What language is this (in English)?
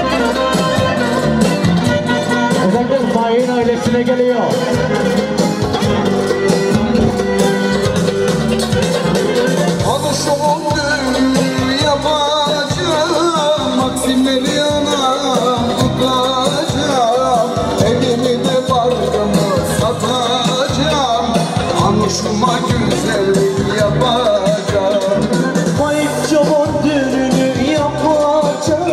Turkish